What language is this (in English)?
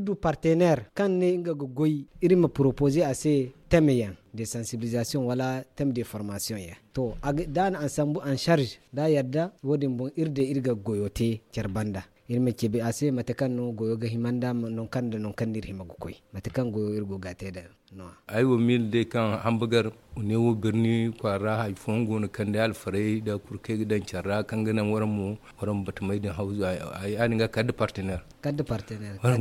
Zarma